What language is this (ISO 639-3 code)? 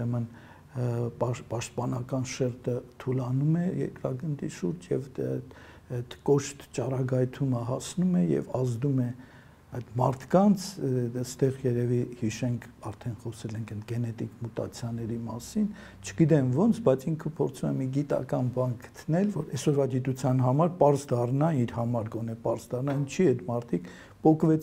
hye